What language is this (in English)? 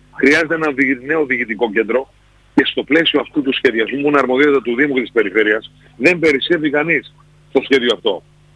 Greek